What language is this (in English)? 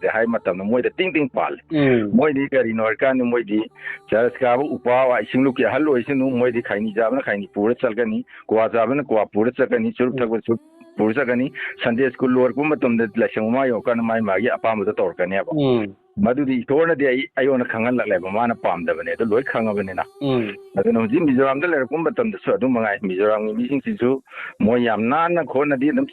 Manipuri